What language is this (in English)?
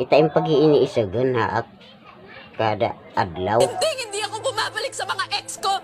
Waray